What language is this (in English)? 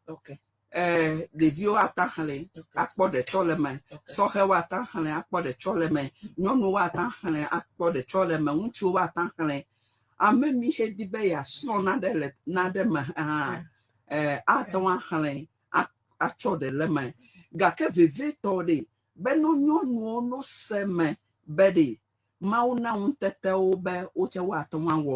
Ewe